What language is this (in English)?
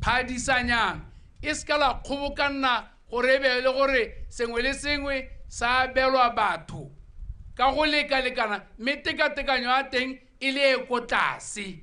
Tswana